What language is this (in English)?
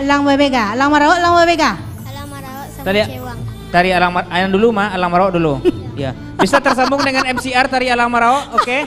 Minangkabau